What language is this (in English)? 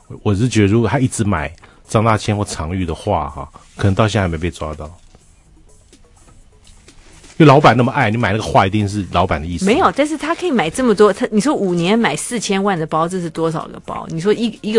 Chinese